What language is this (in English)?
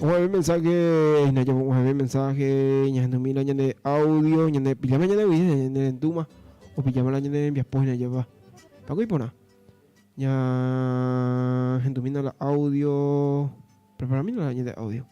Guarani